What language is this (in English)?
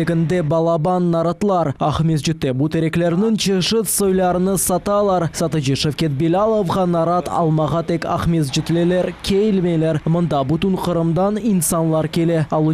Crimean Tatar